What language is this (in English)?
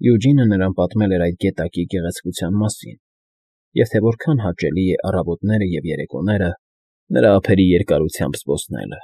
Armenian